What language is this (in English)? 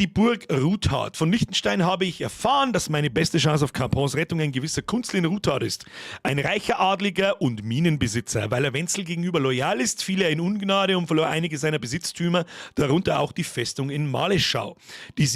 Bavarian